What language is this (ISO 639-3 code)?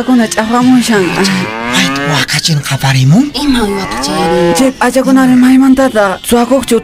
que